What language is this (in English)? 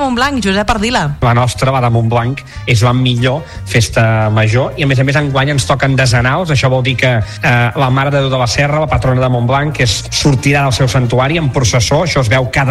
Catalan